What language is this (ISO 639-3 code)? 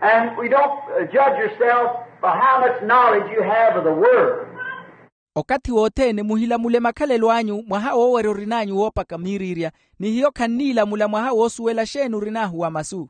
vmw